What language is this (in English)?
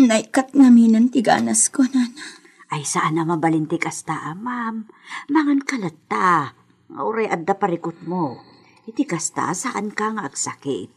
Iloko